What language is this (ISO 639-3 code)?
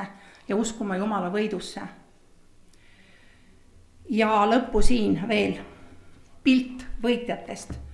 est